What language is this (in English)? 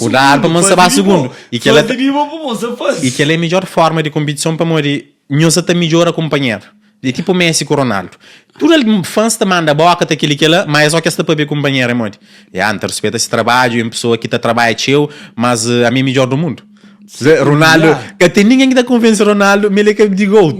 Kabuverdianu